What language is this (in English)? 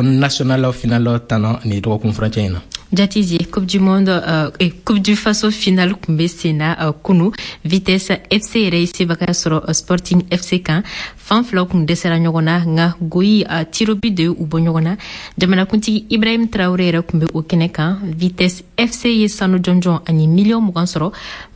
Bambara